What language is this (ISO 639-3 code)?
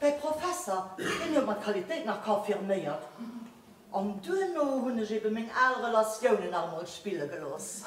ltz